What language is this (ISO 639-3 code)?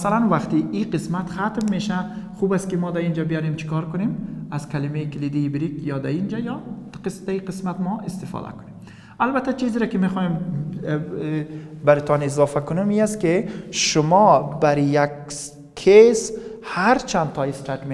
fas